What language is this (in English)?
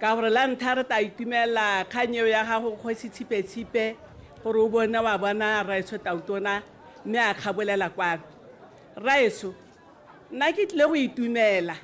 Tswana